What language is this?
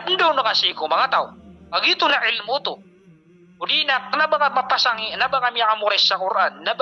Maranao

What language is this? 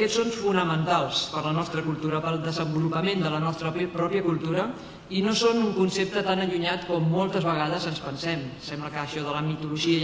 Catalan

